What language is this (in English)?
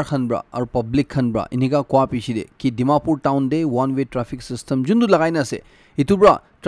Naga Pidgin